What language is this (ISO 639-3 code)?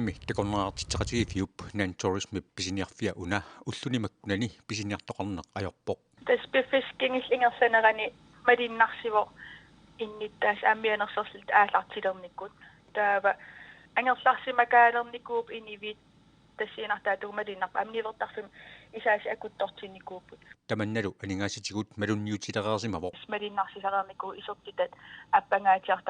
kal